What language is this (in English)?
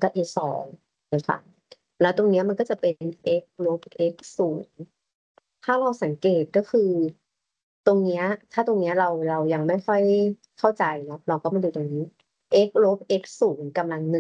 Thai